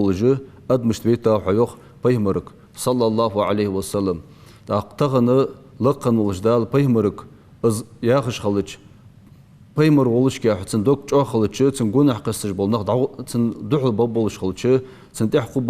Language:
Ingush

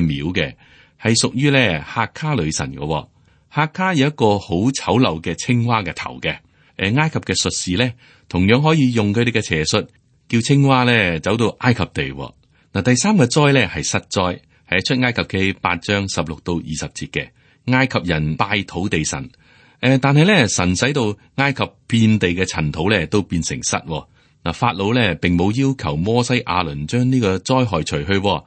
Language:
Cantonese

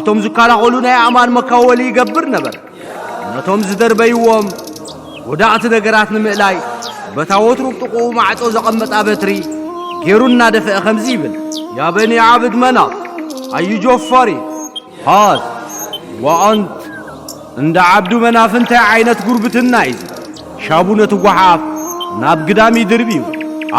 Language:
Tigrinya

